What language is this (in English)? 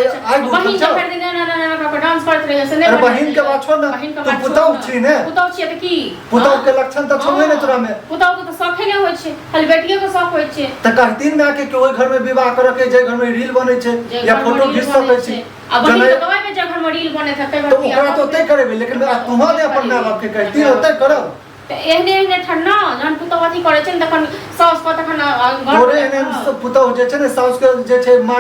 Maithili